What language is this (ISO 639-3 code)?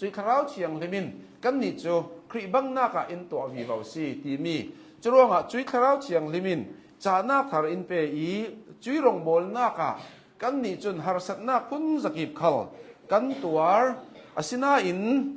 cnh